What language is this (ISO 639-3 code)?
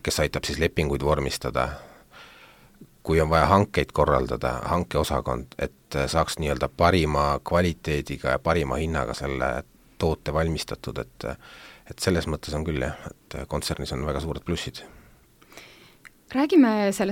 est